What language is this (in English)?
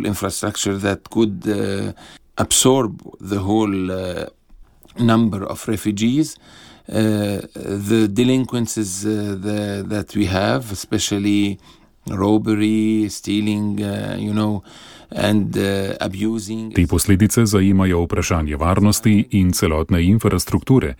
Slovenian